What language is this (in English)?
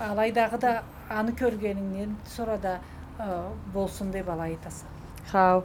Karachay-Balkar